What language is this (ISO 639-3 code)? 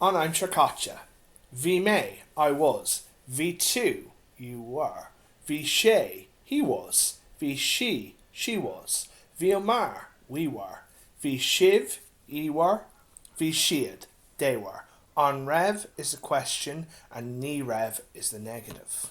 gle